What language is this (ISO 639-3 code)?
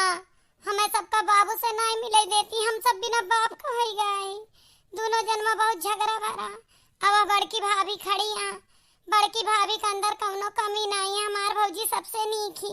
awa